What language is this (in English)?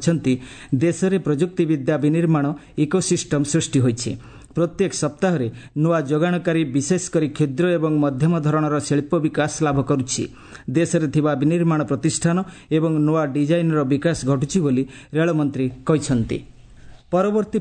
Odia